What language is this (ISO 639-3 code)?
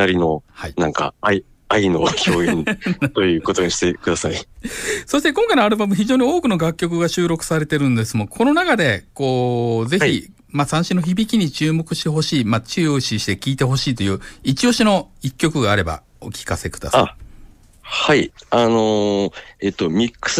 jpn